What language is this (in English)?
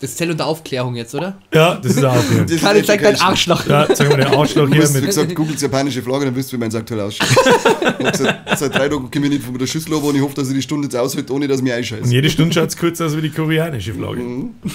Bavarian